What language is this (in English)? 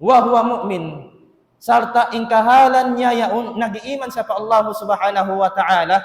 Tausug